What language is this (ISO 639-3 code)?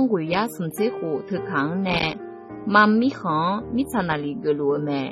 ahk